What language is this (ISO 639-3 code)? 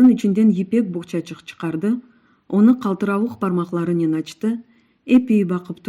crh